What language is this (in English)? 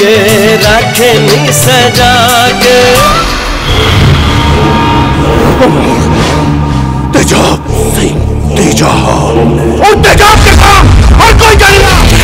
Bhojpuri